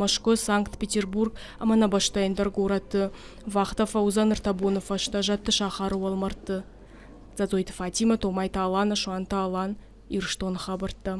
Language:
Ossetic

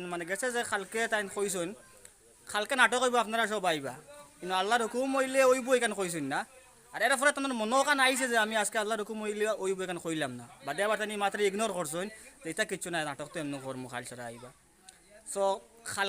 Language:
Sylheti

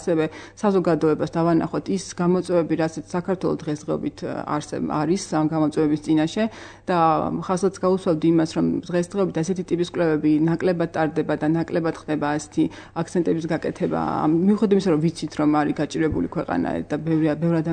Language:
Georgian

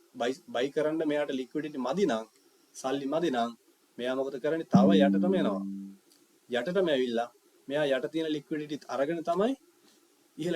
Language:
Sinhala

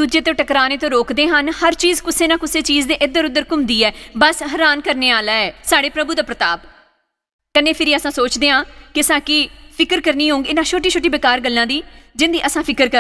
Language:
Dogri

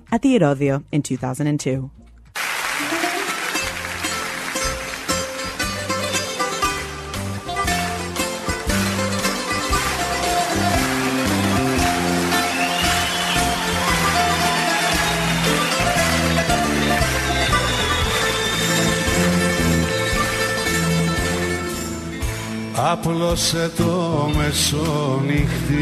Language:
Greek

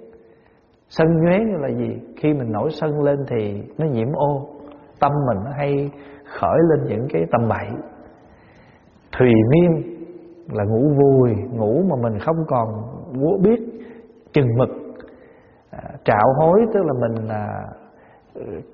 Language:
Vietnamese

